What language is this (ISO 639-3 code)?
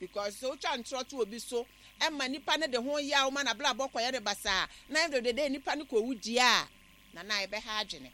aka